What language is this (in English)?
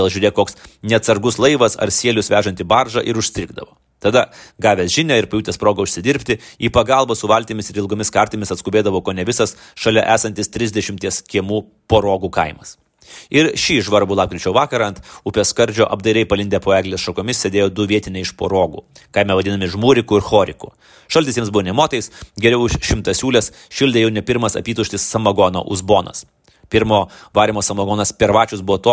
Lithuanian